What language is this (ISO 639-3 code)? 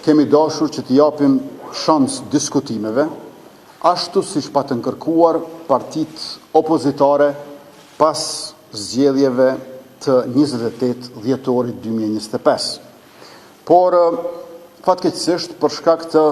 sqi